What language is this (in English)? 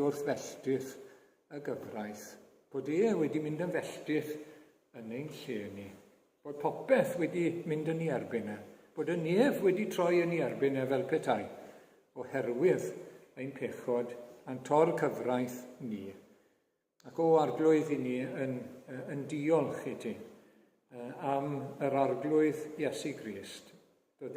Welsh